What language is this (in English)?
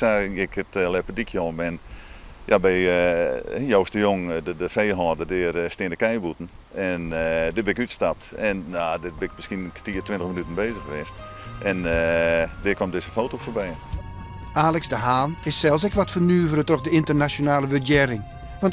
Western Frisian